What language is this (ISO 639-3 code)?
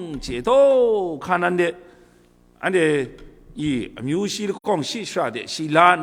kac